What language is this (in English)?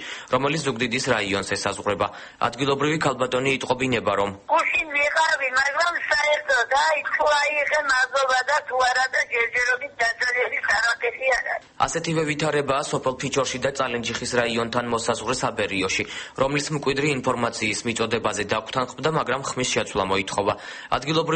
Georgian